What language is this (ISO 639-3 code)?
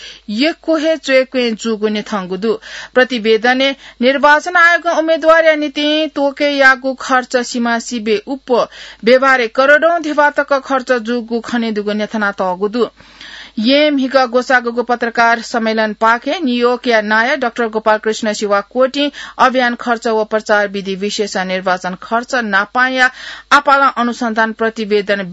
new